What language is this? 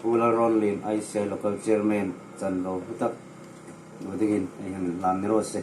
Hmar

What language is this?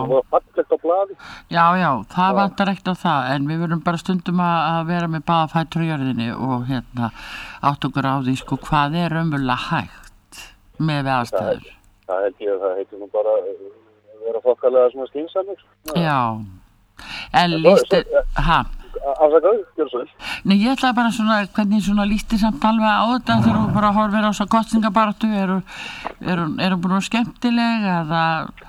Icelandic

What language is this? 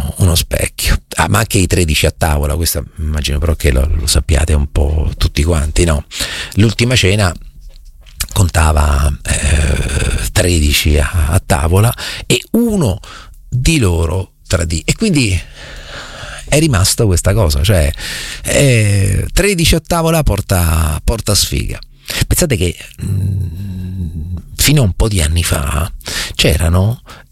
Italian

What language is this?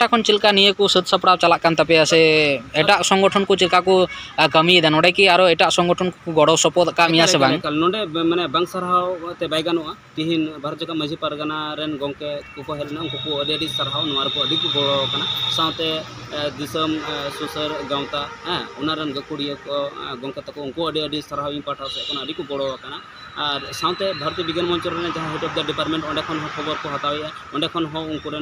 Santali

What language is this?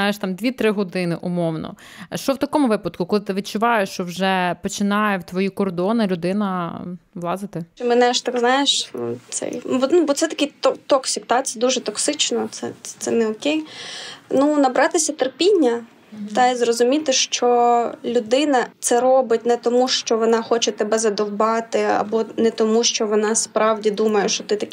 Ukrainian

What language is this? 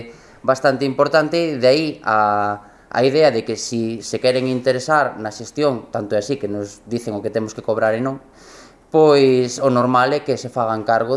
Galician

